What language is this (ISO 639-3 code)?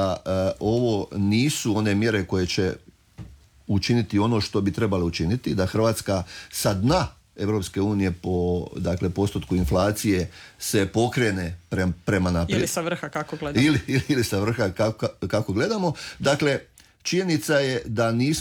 hrv